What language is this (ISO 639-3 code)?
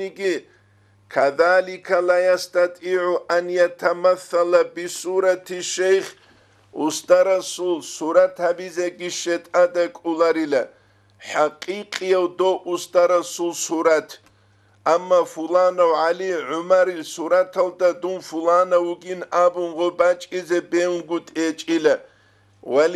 ava